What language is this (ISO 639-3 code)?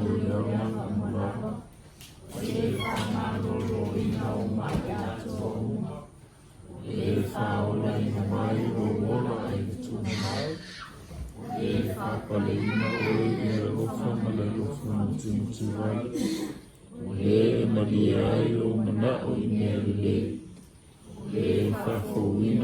smo